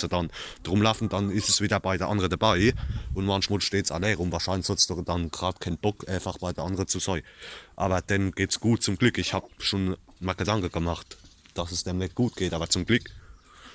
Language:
Palatine German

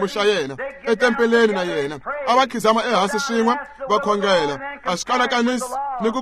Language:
Tsonga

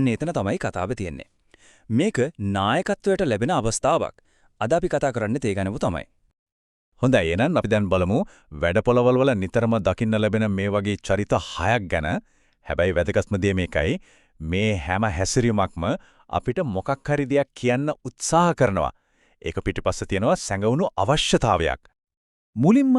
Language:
Sinhala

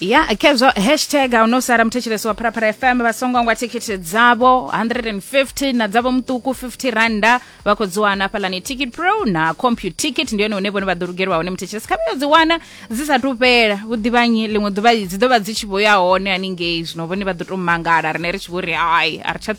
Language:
Venda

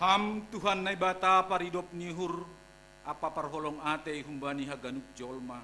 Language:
Batak Simalungun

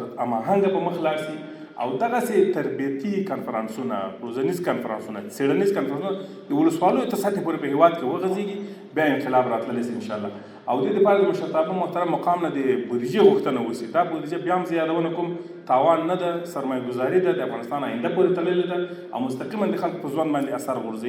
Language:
Pashto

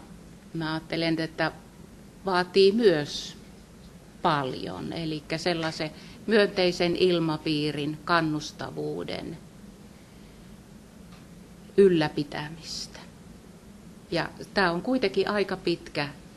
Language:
Finnish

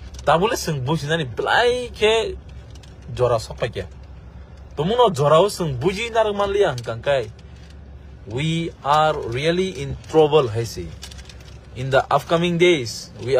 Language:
Kok Borok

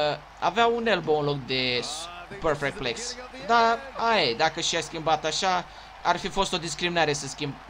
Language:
Romanian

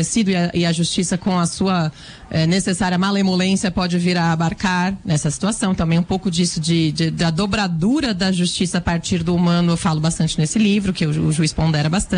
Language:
Portuguese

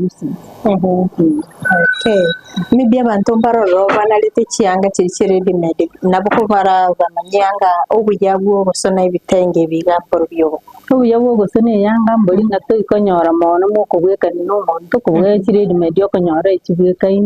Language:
Gusii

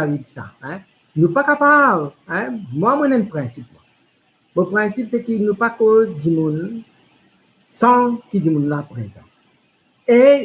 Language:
Morisyen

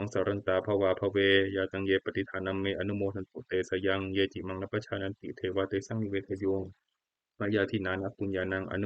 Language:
Pali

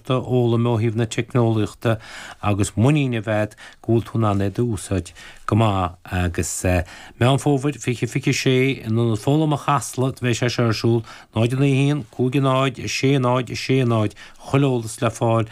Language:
Irish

